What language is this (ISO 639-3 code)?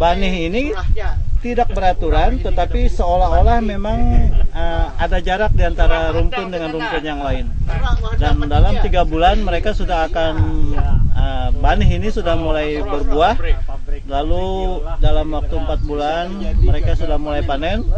bjn